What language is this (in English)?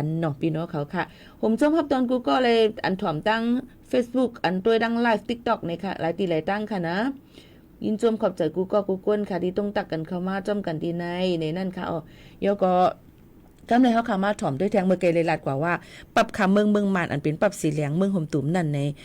Shan